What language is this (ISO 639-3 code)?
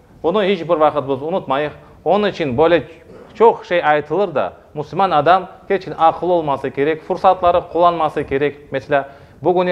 crh